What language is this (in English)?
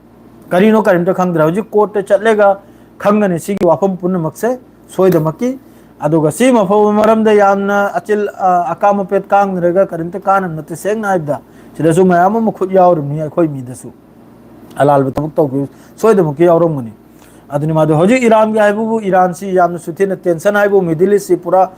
Manipuri